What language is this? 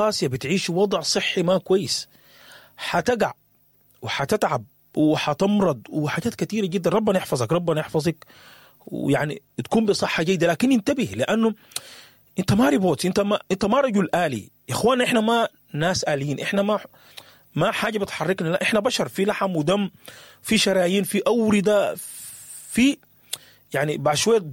Sudanese Arabic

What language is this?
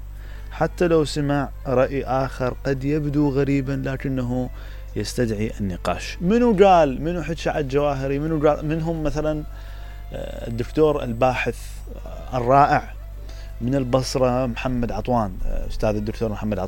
Mesopotamian Arabic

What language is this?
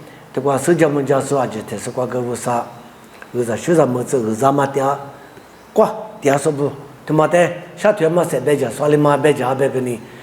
Lisu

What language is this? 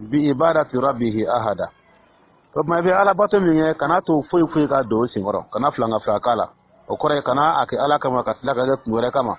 Dyula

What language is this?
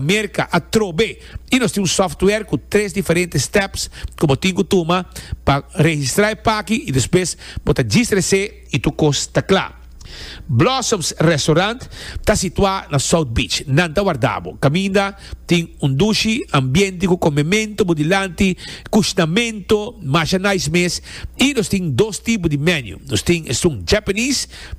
Papiamento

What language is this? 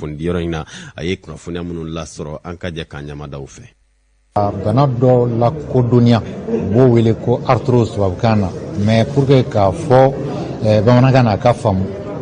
Bambara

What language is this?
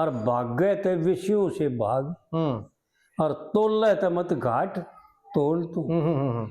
Haryanvi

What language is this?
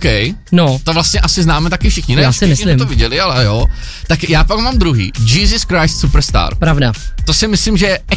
Czech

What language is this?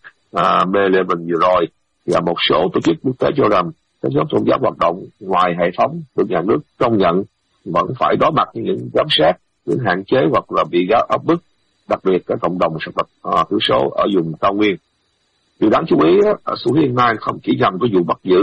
Vietnamese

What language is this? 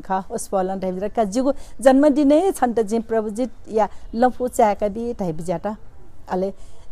Newari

